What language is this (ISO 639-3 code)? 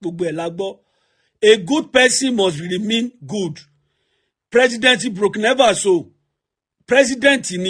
yor